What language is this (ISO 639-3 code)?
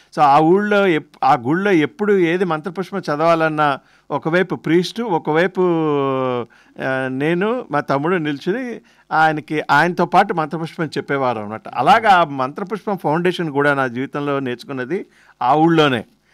tel